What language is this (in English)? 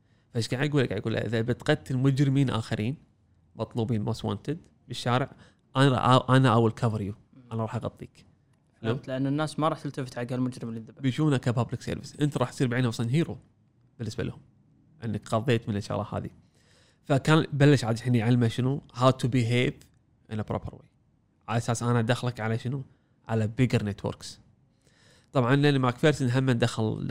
Gulf Arabic